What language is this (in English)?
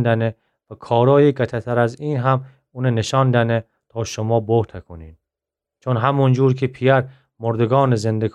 Gilaki